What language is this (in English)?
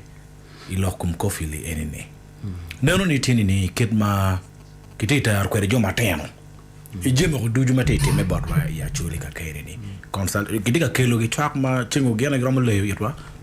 Acoli